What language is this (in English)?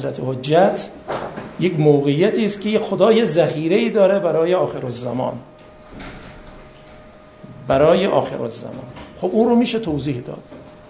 Persian